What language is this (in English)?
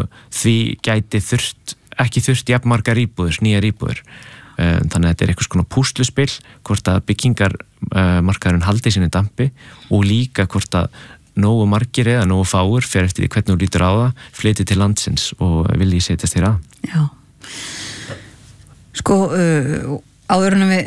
Icelandic